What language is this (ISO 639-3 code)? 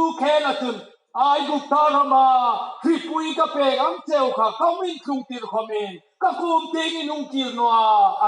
hmr